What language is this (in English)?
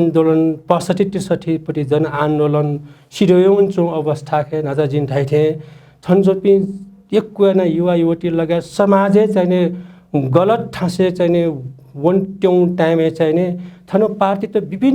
Newari